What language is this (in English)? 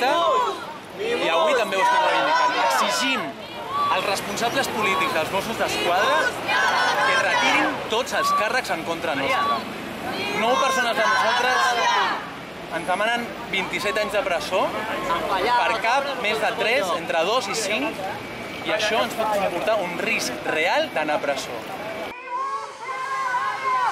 Catalan